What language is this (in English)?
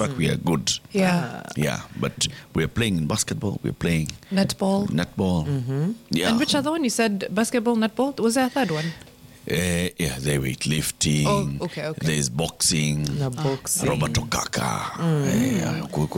Swahili